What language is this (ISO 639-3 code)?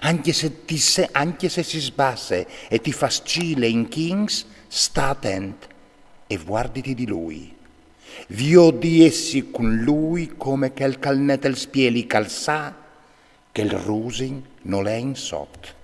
fur